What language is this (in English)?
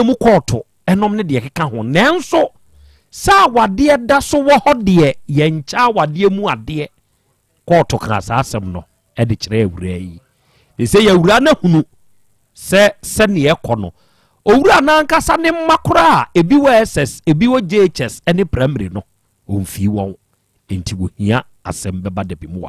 Akan